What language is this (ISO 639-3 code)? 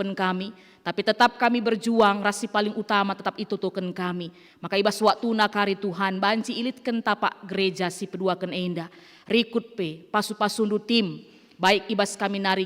btx